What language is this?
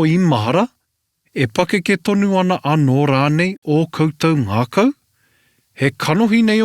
Māori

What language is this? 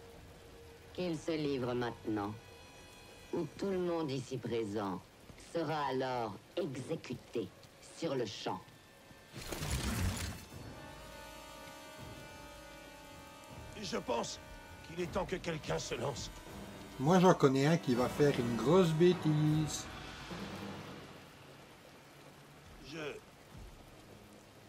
French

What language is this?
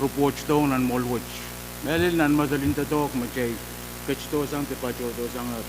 Pohnpeian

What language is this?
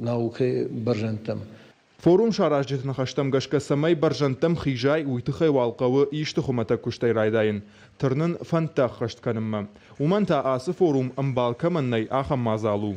Ossetic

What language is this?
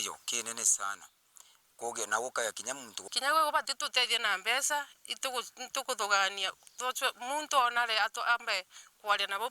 Meru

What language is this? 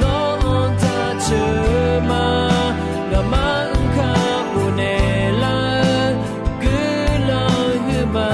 Akha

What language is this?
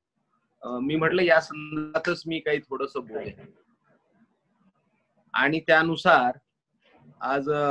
Marathi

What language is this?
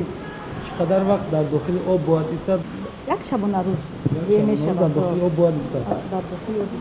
Tajik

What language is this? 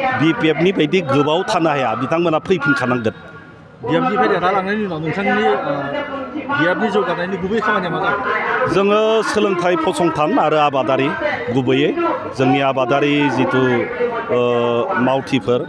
Bodo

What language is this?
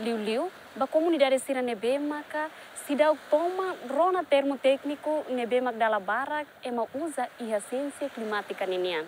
Tetum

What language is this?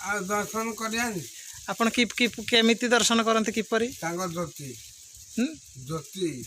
Odia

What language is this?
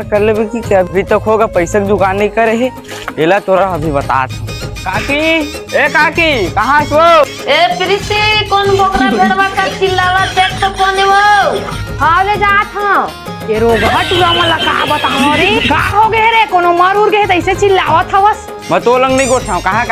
Chhattisgarhi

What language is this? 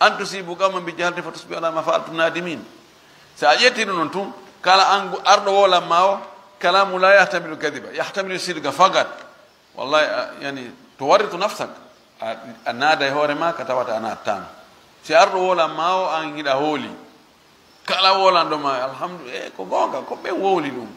Fula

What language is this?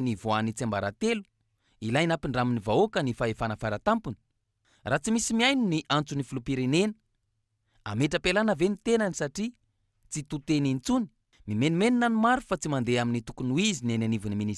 Malagasy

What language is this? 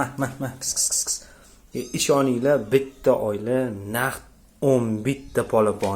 Uzbek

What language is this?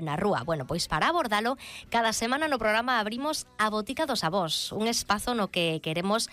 Galician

